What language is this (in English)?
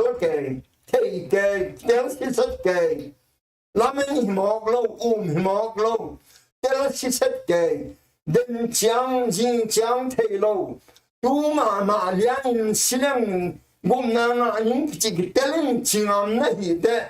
Tedim Chin